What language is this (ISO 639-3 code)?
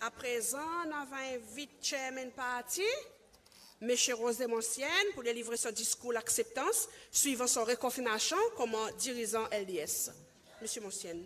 crs